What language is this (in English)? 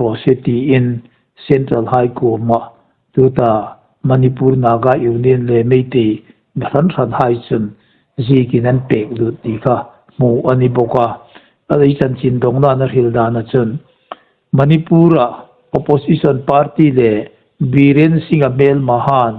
Hmar